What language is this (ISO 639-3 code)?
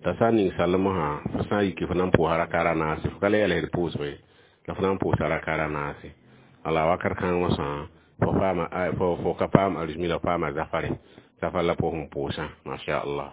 mos